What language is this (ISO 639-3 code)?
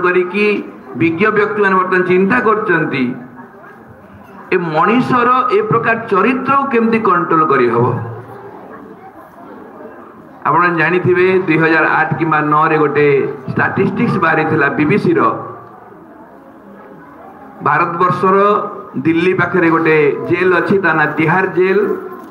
ori